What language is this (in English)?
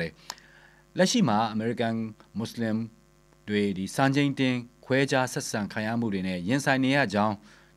Burmese